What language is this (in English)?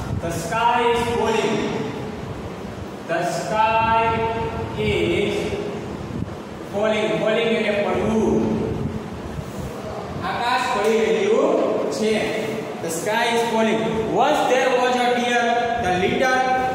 Gujarati